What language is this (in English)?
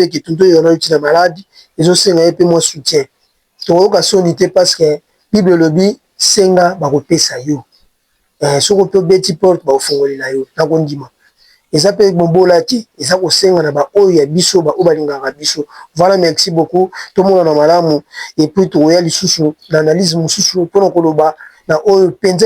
Lingala